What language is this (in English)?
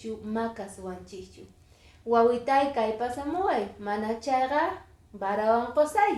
Quechua